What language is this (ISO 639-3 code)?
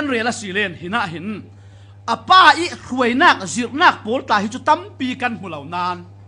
cfm